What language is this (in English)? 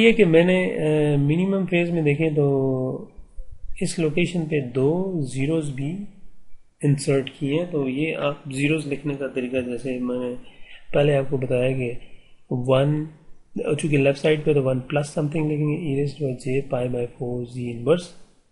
Urdu